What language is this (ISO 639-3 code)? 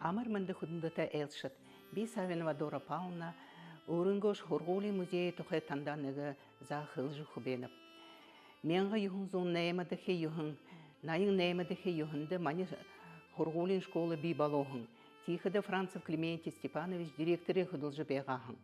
bua